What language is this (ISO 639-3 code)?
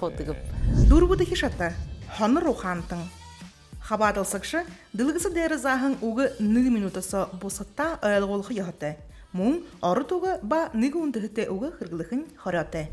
bua